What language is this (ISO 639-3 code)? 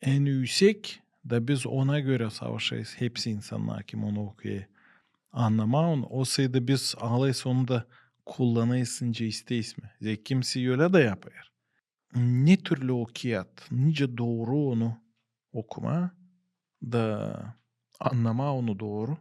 gag